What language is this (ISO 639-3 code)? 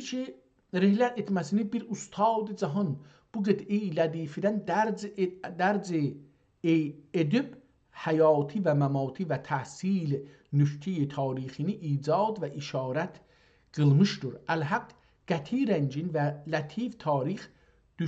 azb